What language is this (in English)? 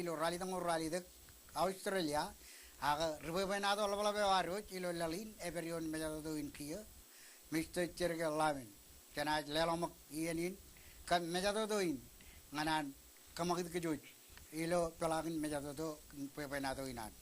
Marshallese